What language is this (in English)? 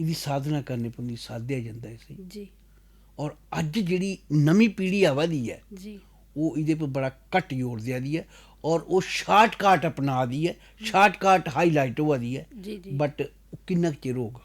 Dogri